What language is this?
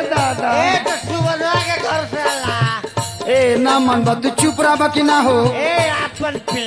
Bhojpuri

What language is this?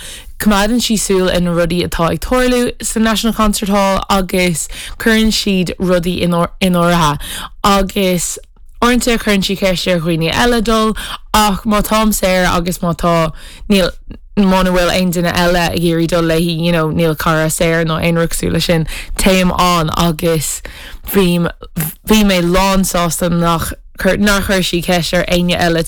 Irish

